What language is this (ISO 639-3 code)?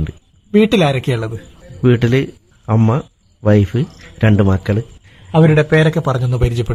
mal